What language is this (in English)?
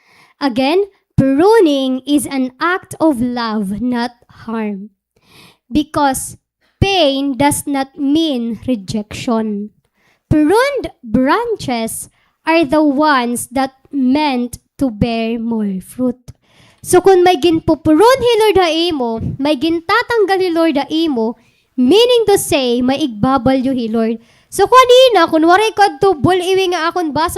Waray